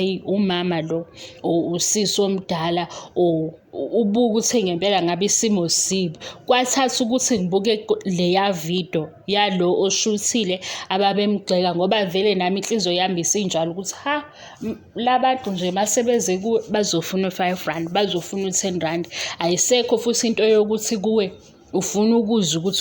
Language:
Zulu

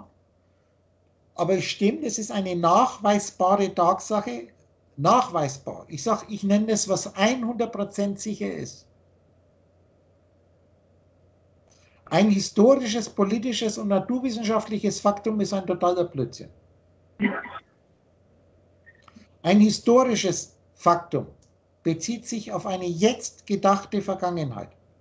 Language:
German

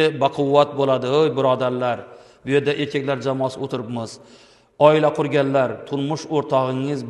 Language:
Uzbek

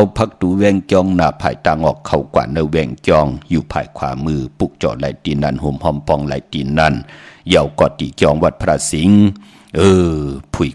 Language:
Shan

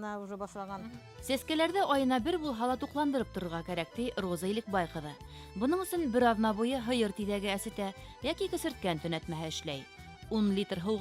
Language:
Bashkir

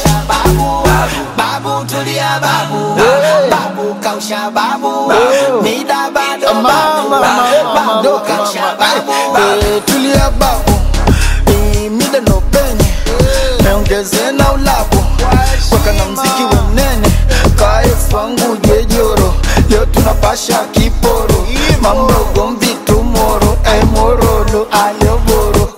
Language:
Swahili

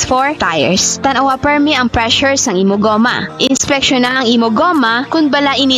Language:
Hiligaynon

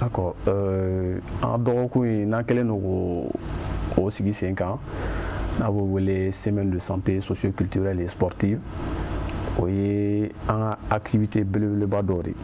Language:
Bambara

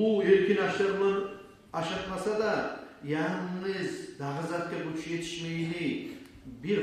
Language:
Kumyk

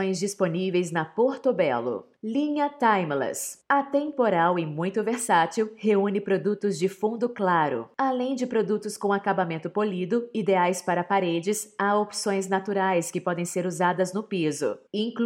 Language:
Portuguese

